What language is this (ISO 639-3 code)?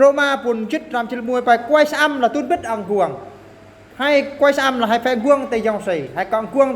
bru